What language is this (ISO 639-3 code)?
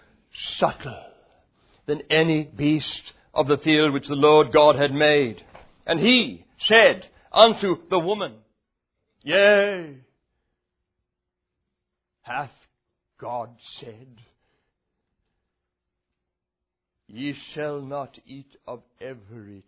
eng